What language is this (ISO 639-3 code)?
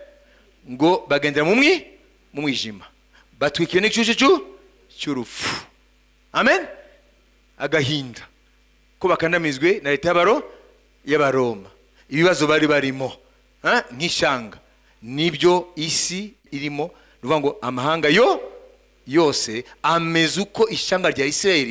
kin